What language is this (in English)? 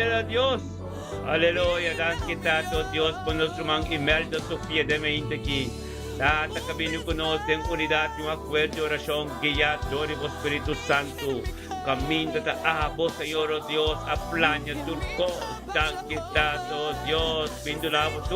Papiamento